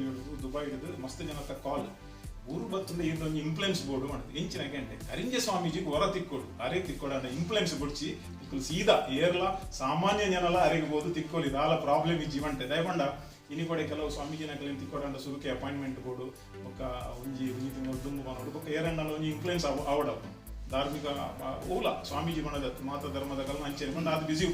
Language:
Tulu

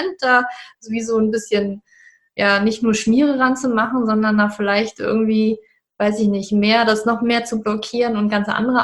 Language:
German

